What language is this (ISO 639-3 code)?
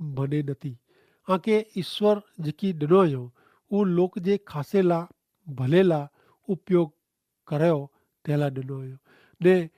kfr